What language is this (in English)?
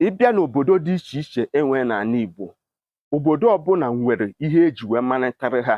Igbo